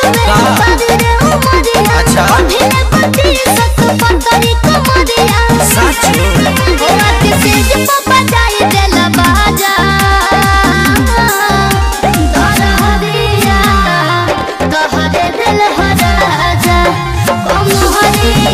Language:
Bhojpuri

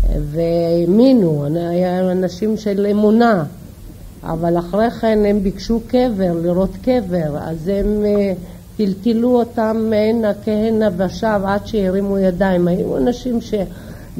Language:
Hebrew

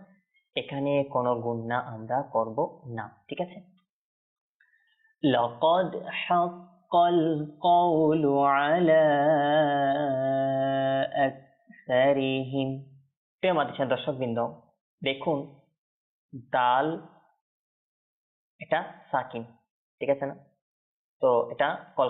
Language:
Bangla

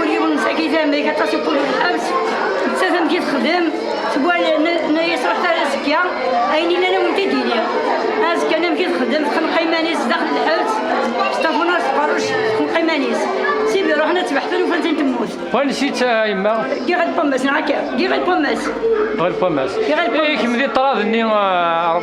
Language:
Kabyle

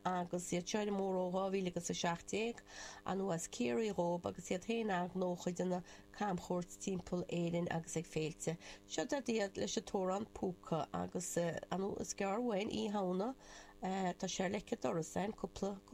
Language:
Irish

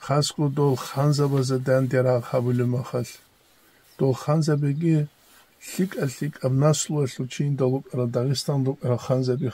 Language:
Avaric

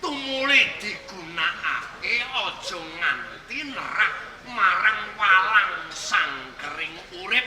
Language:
Javanese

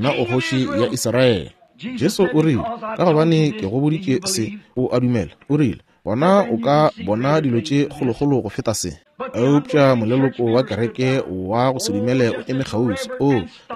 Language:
Northern Sotho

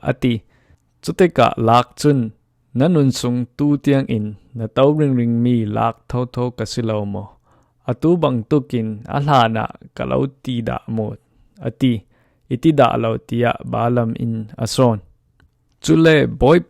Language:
Falam Chin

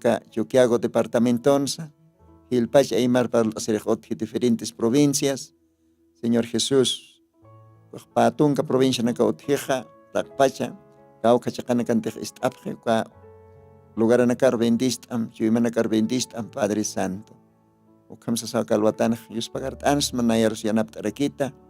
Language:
Aymara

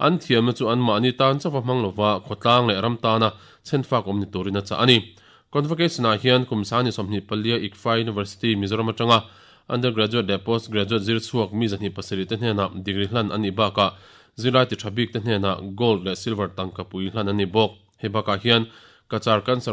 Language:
Mizo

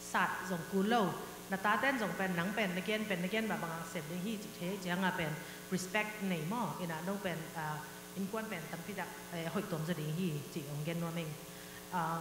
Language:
Tedim Chin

